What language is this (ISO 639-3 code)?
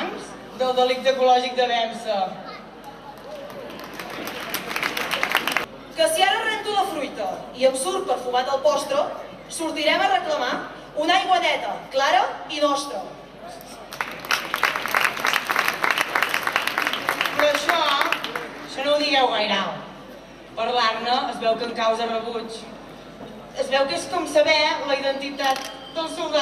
cat